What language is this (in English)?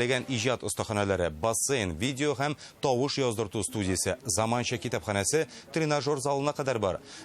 Tatar